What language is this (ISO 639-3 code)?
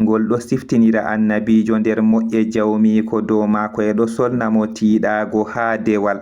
ful